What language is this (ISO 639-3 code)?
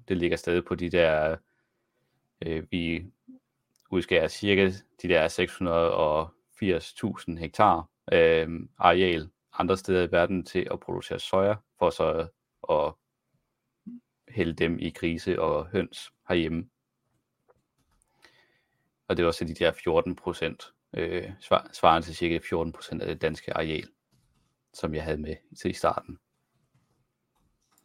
dan